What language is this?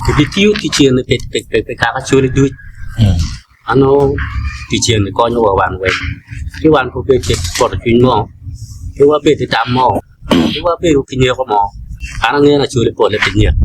Acoli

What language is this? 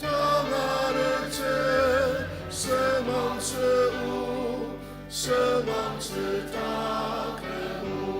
Ao Naga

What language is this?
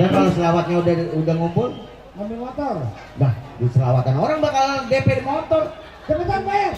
Betawi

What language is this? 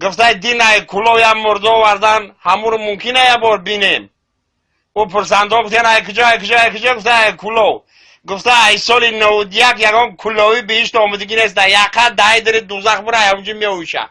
Tajik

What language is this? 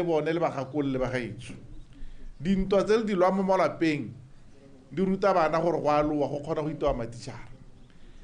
Tswana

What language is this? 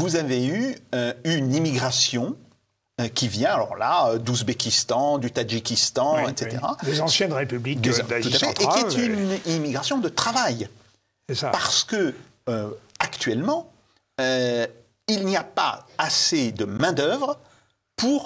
French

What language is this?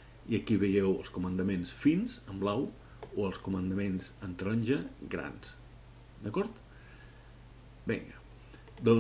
Catalan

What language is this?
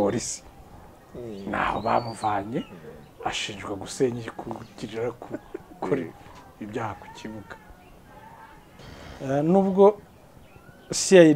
Kinyarwanda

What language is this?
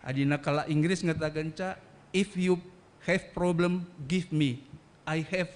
Batak Karo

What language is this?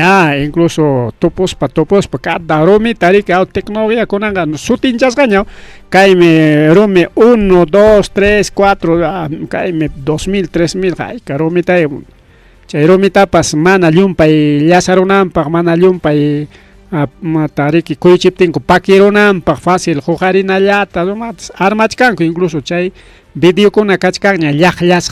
Ayacucho Quechua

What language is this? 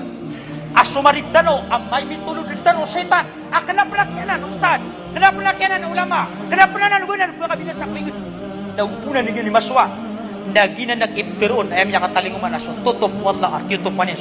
Maranao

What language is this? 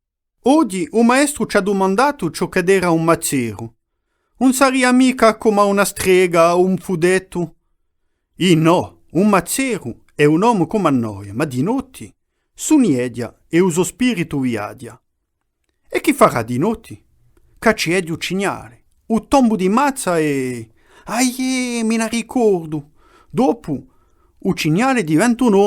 Corsican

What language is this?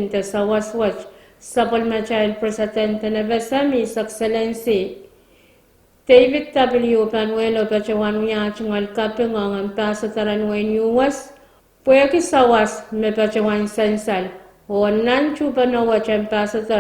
Pohnpeian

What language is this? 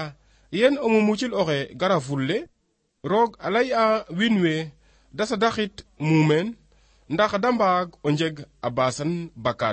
Serer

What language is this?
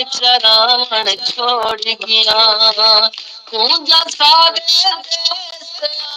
Saraiki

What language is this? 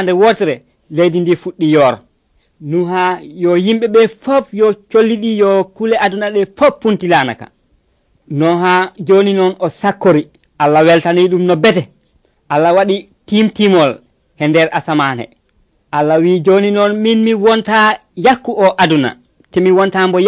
Nigerian Fulfulde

